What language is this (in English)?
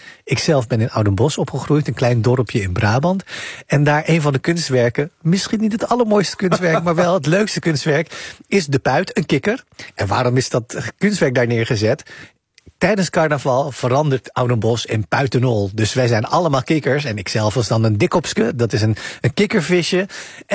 Dutch